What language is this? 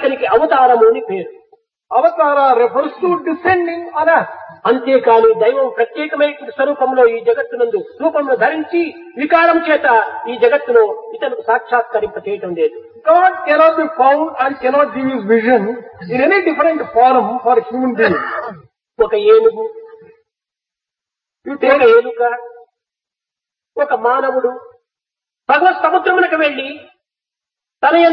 Telugu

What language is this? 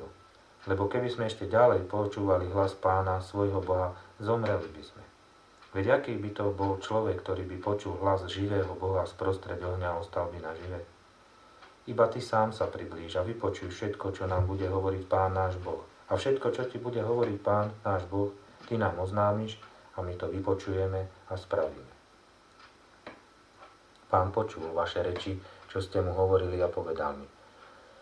Slovak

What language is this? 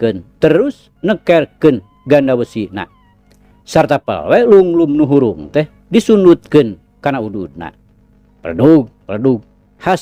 Sundanese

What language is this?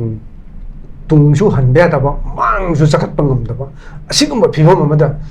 Manipuri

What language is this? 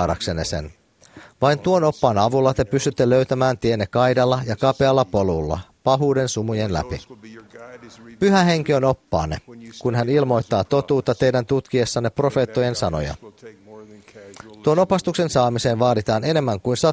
Finnish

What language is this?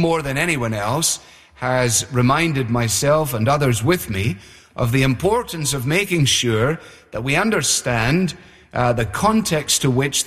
English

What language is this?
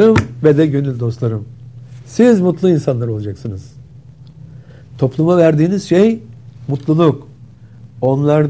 Turkish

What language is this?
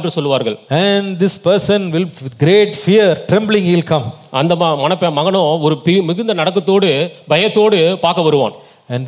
Tamil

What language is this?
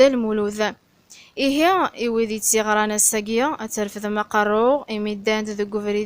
Kabyle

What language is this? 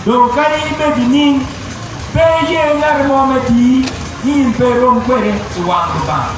Acoli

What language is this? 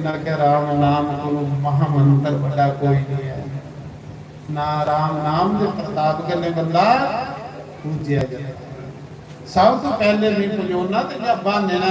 Dogri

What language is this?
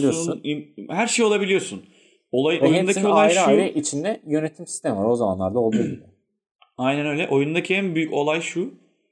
Turkish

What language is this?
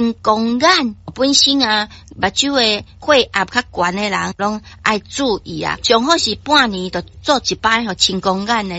Min Nan Chinese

